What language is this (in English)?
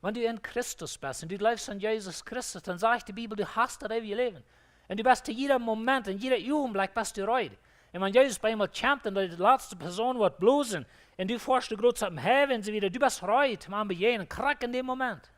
Plautdietsch